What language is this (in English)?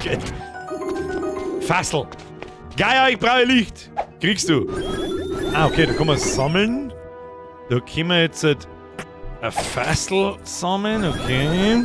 Bavarian